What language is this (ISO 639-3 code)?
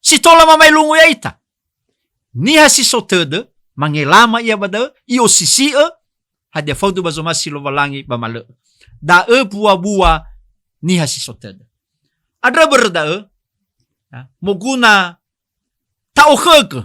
nia